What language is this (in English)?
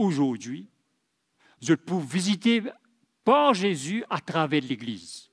Morisyen